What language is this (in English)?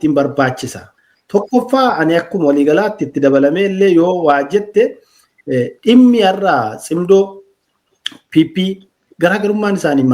Oromo